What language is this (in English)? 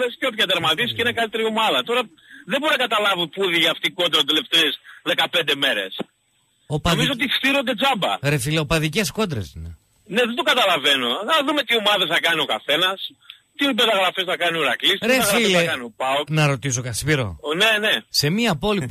Greek